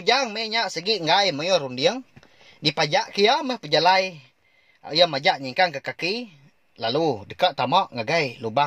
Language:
Iban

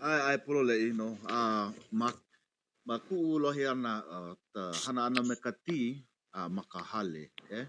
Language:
Hawaiian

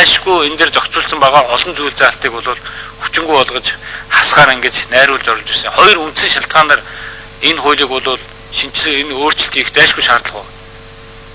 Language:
Mongolian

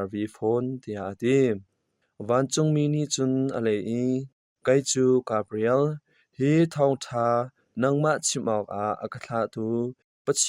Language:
Hakha Chin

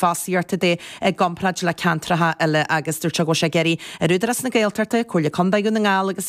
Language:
Irish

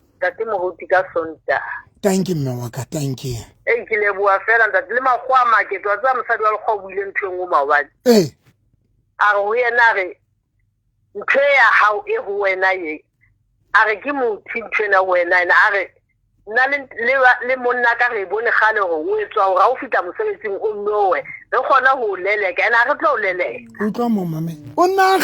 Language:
Southern Sotho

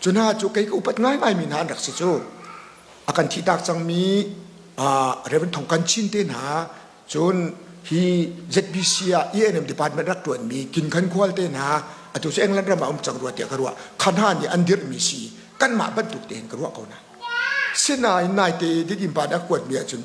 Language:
Hakha Chin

